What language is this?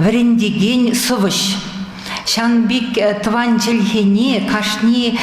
Chuvash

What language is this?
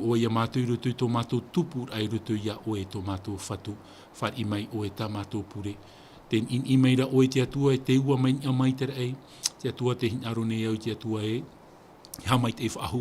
Tahitian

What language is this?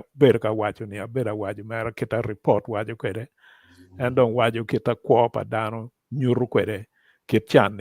Acoli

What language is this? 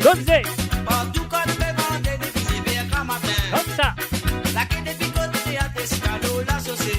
Morisyen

